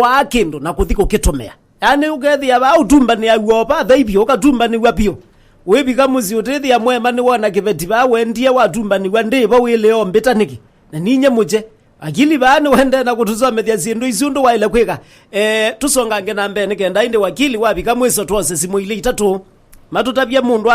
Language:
Kamba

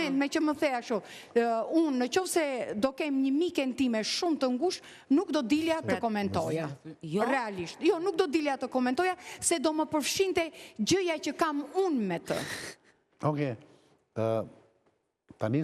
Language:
Albanian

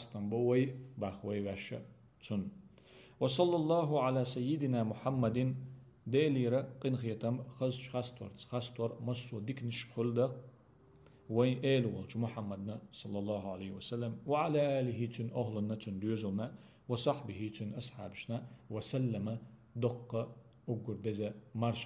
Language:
Chechen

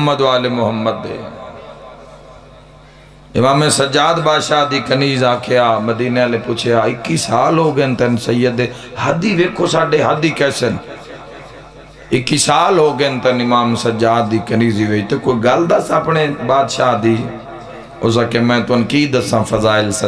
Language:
Western Panjabi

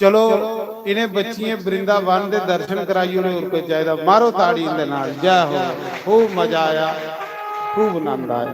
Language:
Dogri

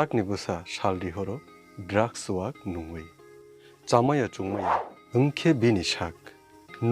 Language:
Kok Borok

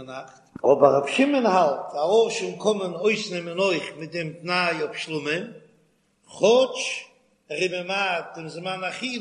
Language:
Yiddish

